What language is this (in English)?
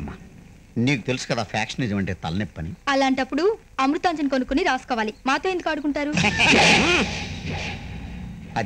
Telugu